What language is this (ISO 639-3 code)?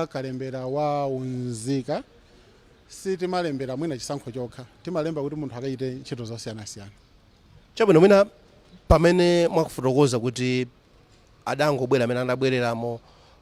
nya